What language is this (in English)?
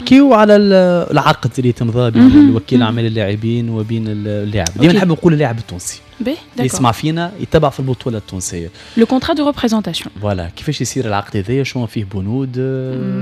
Tunisian Arabic